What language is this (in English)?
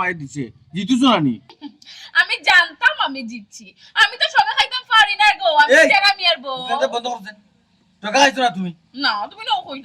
Sylheti